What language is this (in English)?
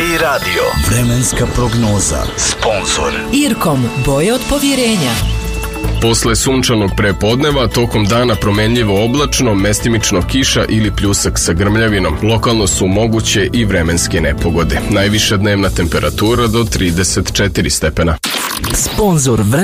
Serbian